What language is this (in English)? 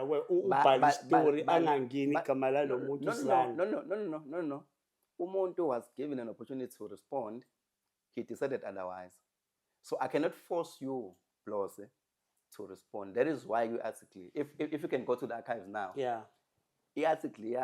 Zulu